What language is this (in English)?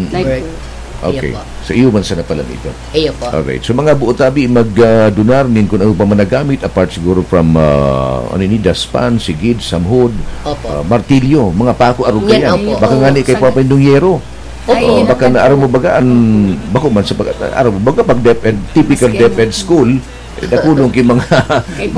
Bikol